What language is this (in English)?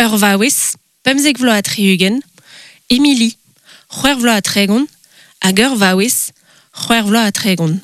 Breton